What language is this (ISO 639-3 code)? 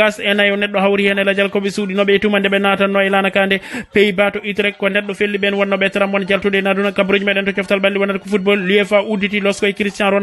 ful